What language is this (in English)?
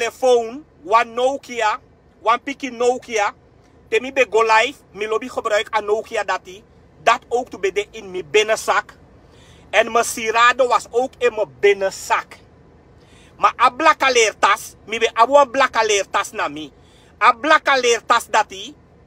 Sranan Tongo